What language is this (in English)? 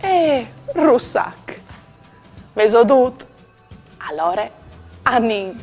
Friulian